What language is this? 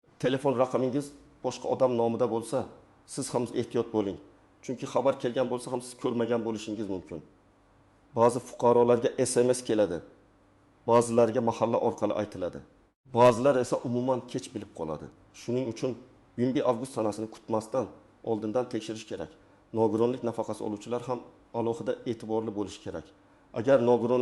Uzbek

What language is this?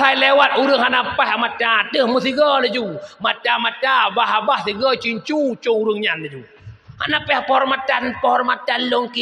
Achinese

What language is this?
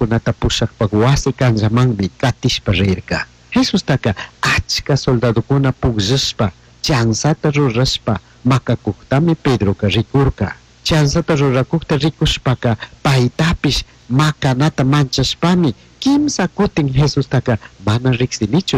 Chimborazo Highland Quichua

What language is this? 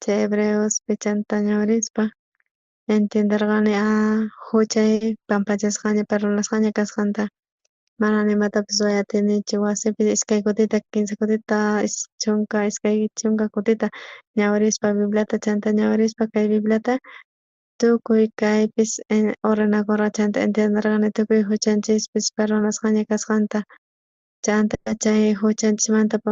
South Bolivian Quechua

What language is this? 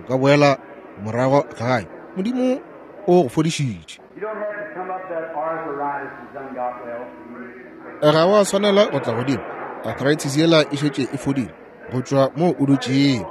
Northern Sotho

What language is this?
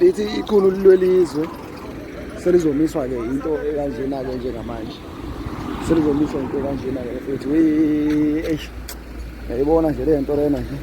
Zulu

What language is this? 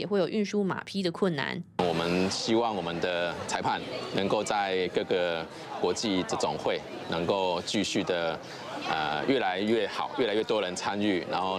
Chinese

